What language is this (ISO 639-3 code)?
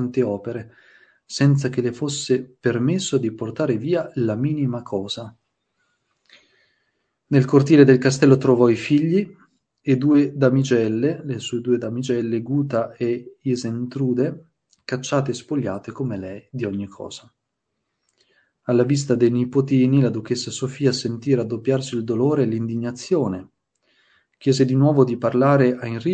ita